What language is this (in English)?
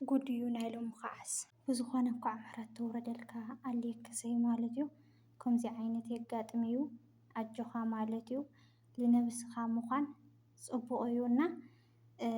Tigrinya